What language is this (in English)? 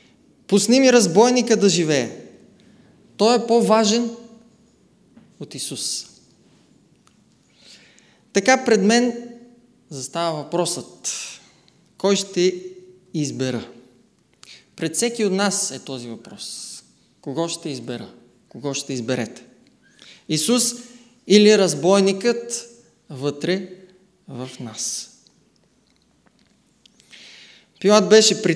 Bulgarian